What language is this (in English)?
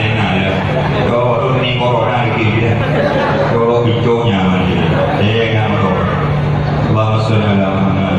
Madurese